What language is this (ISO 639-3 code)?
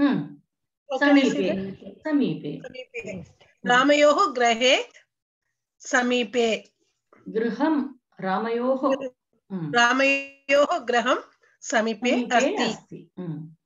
san